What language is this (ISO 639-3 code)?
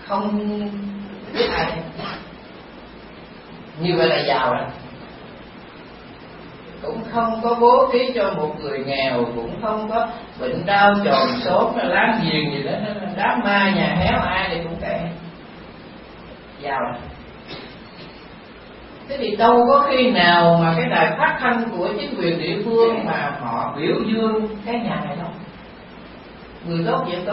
vie